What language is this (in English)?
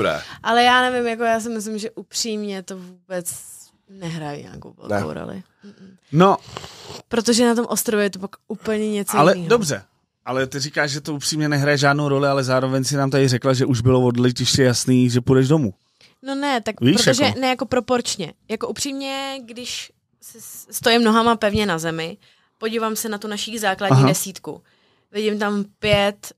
Czech